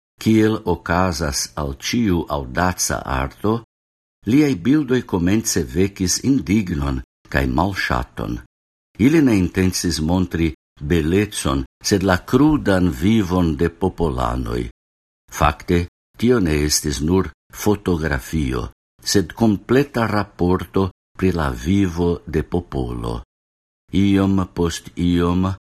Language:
Esperanto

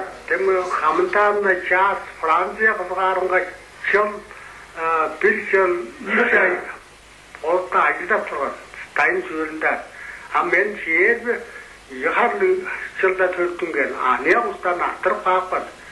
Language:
Tuvinian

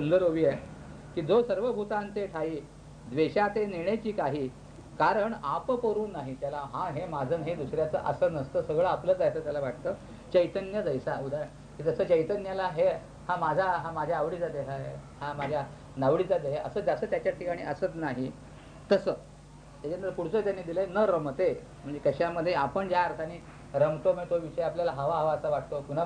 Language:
Marathi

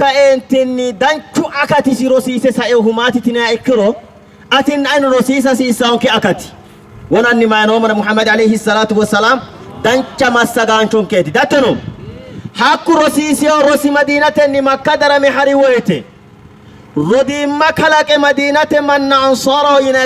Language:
Sidamo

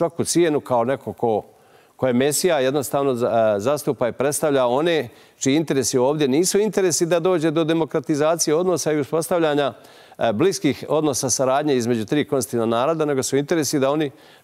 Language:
Bosnian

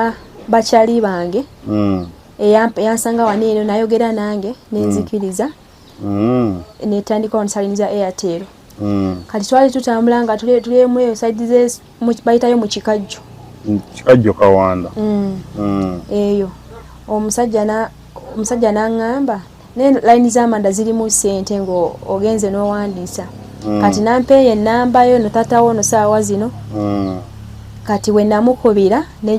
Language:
Ganda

